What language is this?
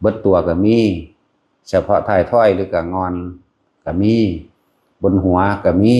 Northeastern Thai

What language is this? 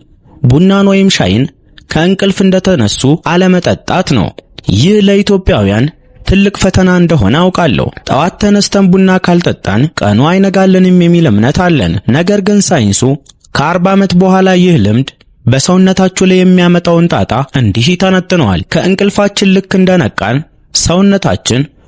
Amharic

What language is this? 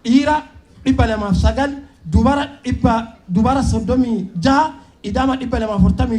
Oromo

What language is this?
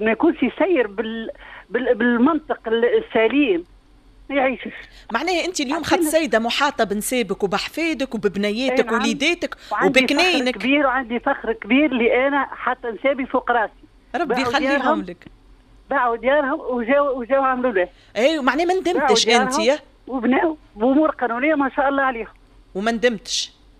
Tunisian Arabic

